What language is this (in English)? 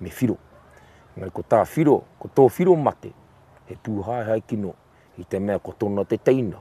Māori